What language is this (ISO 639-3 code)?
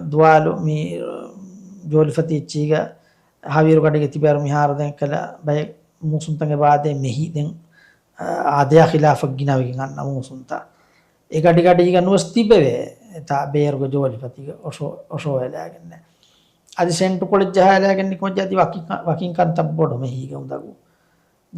div